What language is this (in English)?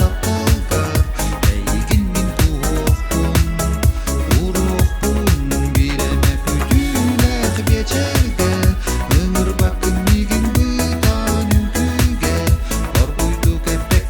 Yakut